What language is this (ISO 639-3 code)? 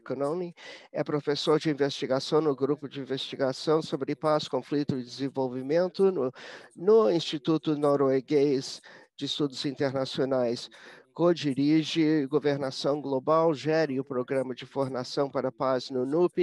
por